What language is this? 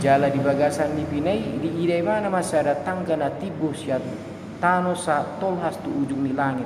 Batak Toba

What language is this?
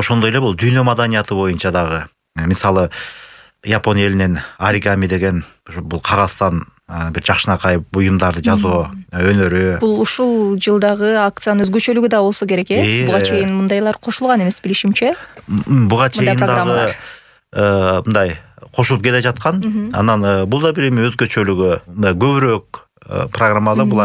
Kyrgyz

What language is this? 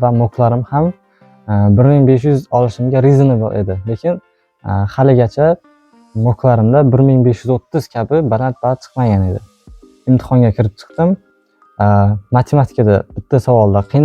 Uzbek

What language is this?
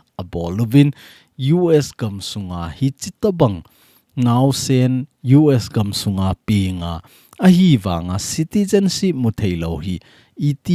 Thado Chin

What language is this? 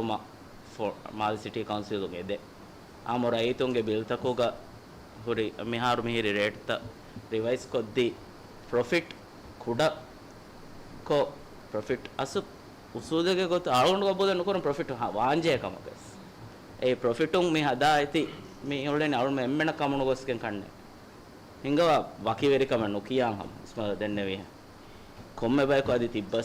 Divehi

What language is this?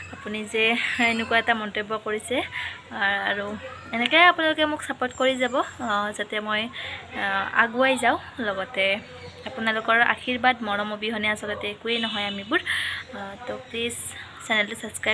Assamese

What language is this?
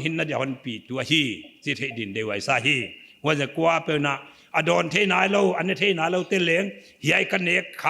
Paite Chin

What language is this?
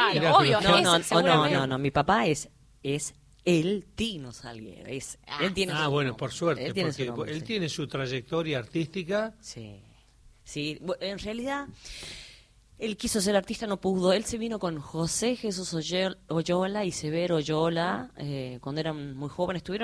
Spanish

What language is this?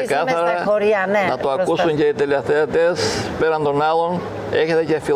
Greek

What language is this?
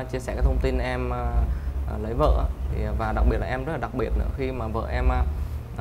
Vietnamese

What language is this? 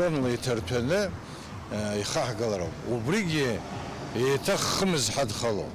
Abkhazian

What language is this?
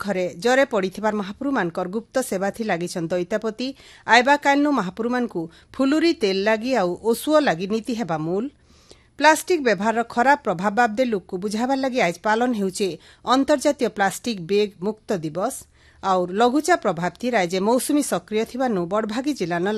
Odia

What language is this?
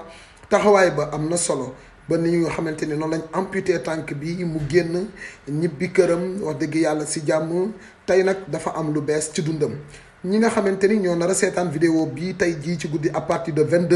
Wolof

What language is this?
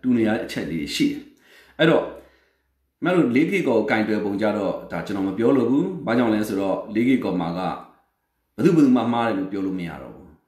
Burmese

